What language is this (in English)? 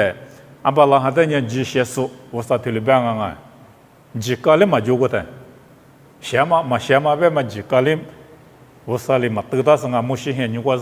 Lisu